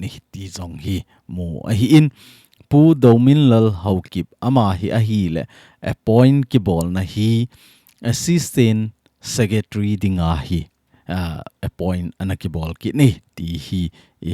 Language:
Thado Chin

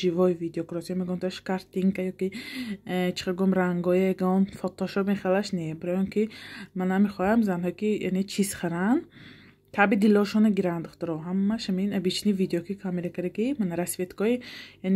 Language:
Tajik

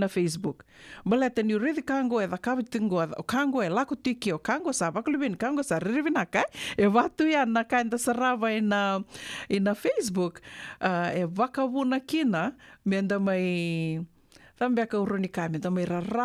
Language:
Fijian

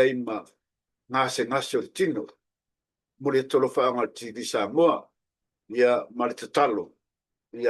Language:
Samoan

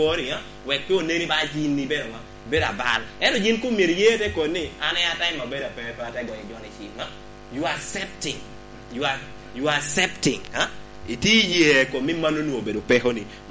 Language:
Lango (Uganda)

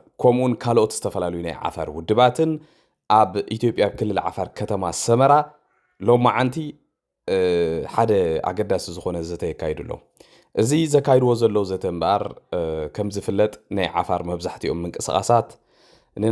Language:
Tigrinya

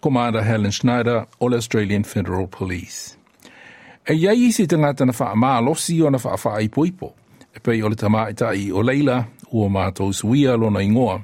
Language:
Samoan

